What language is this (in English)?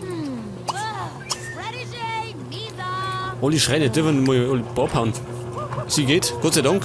Bavarian